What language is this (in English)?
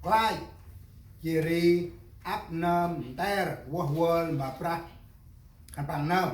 Central Mnong